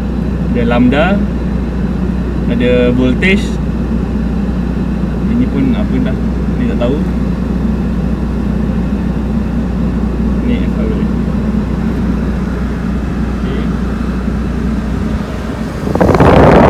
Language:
Malay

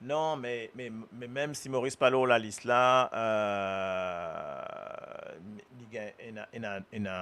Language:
Morisyen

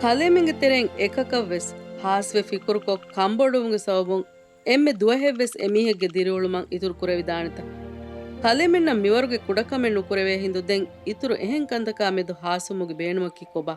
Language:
Divehi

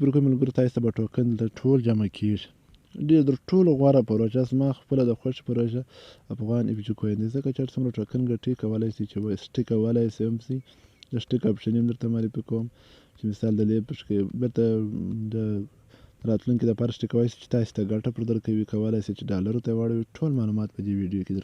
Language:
Pashto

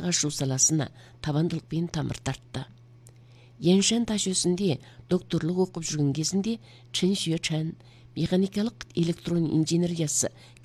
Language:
Kazakh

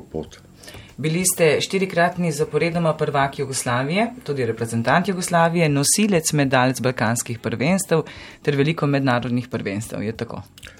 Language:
Slovenian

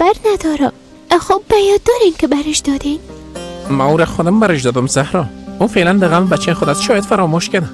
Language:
Persian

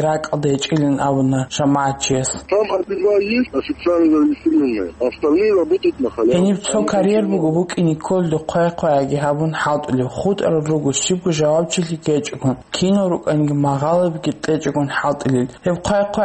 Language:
Avaric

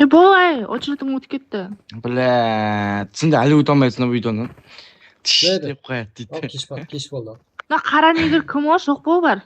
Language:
Kara-Kalpak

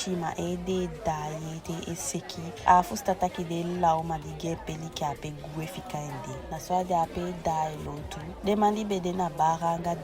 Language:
Eastern Maroon Creole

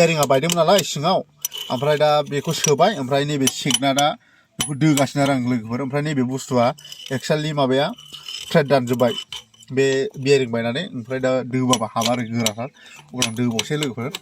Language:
Bodo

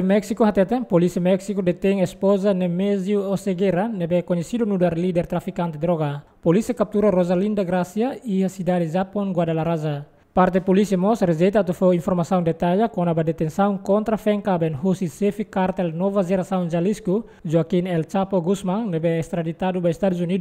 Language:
Tetum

